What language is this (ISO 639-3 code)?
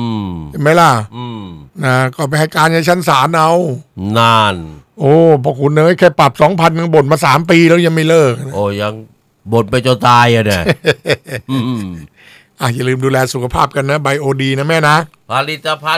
tha